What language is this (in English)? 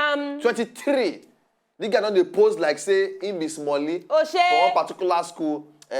Nigerian Pidgin